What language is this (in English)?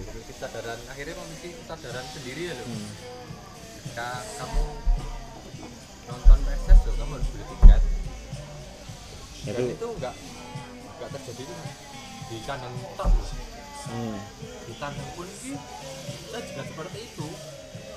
Indonesian